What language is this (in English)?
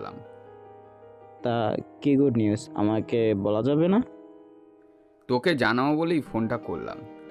Bangla